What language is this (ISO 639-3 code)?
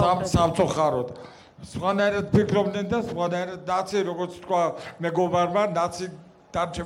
kat